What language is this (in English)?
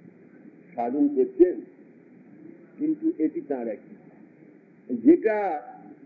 Bangla